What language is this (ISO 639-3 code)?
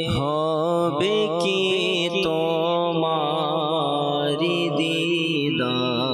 ben